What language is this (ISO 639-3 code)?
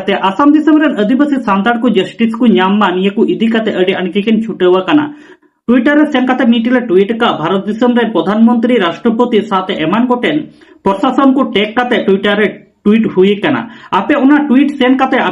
sat